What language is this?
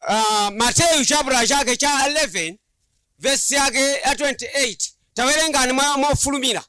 Nyanja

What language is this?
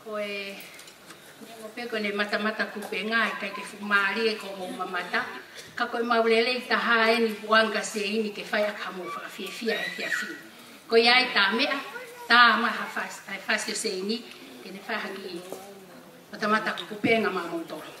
Tongan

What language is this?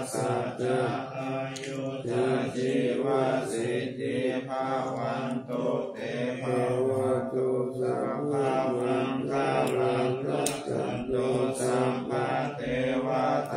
Pali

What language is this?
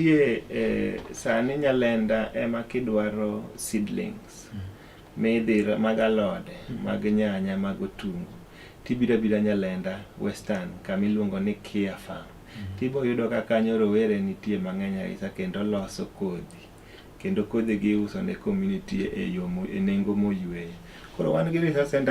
Luo (Kenya and Tanzania)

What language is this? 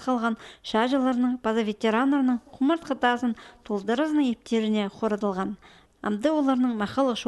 Khakas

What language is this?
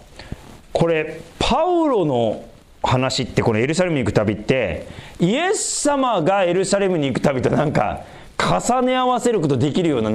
Japanese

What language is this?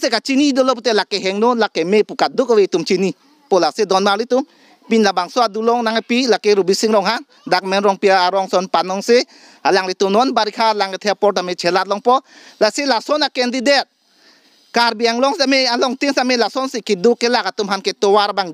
Karbi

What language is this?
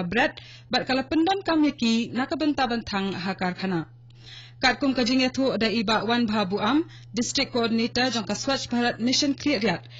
Khasi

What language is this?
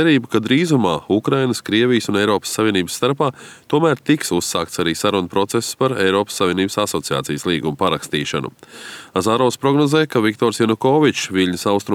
Latvian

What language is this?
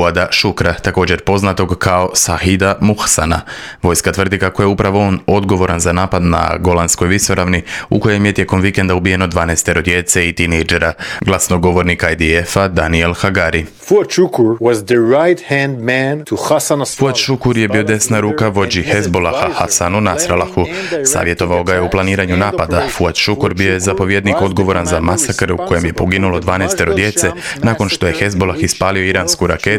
Croatian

